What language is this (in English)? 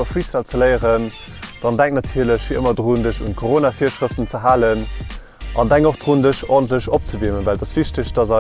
Luxembourgish